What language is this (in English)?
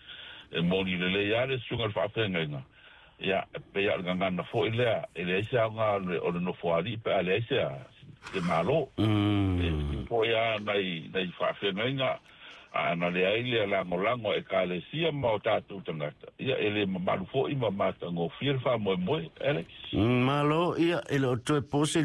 Samoan